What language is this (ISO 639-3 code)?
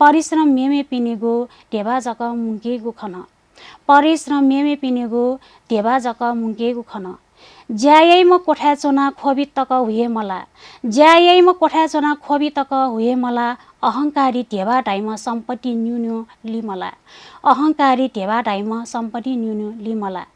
new